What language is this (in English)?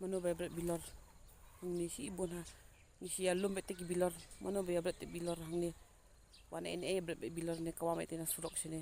Khasi